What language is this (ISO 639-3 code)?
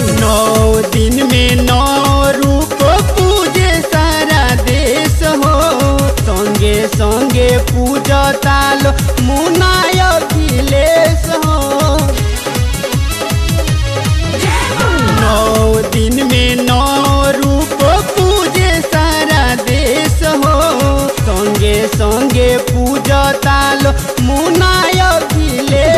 bho